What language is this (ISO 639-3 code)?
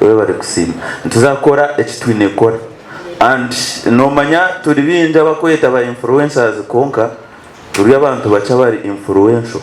nyn